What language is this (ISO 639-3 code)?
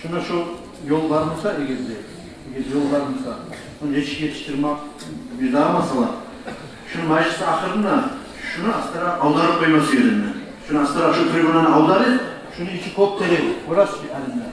kum